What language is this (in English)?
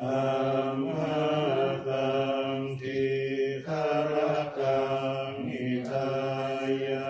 Pali